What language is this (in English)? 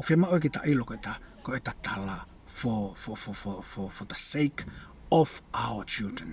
Tongan